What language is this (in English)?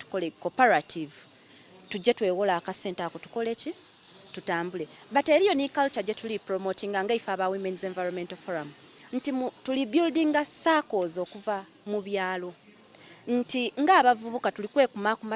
Soga